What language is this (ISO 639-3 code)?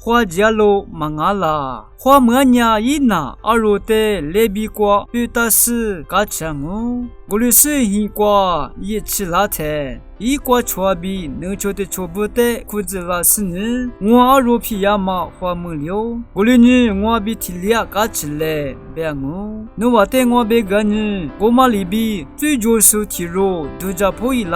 lis